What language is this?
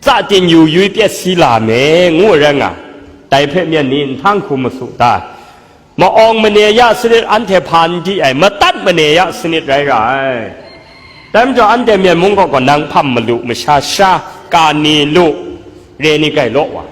Kachin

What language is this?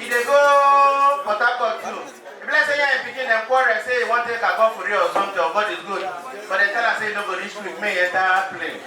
Nigerian Pidgin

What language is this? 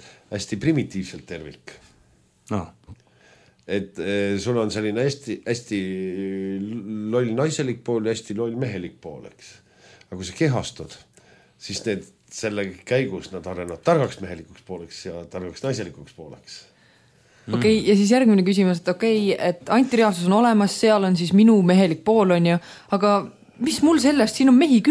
Estonian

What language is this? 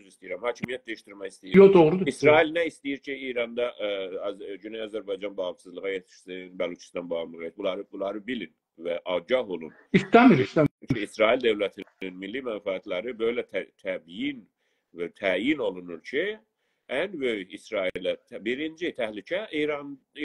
South Azerbaijani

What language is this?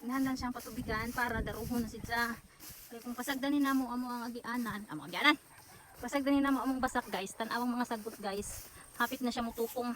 Cebuano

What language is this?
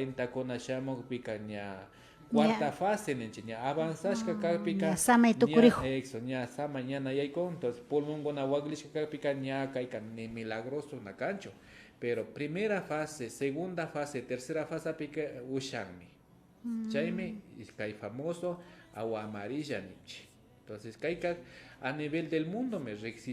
Imbabura Highland Quichua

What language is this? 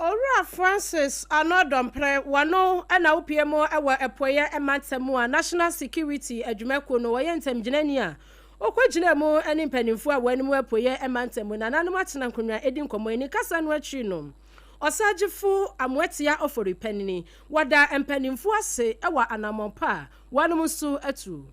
Akan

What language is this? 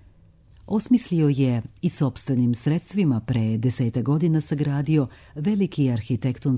Serbian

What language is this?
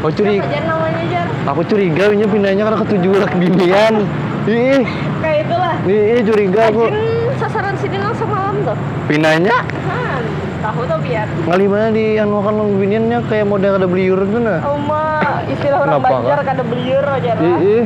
Banjar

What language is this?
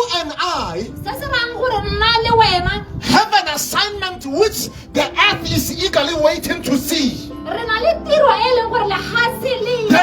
Tswana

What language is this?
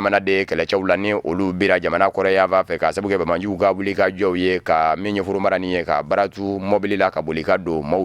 Bambara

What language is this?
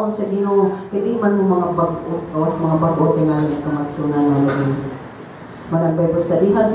Cebuano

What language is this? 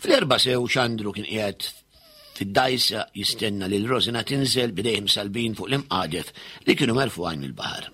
Maltese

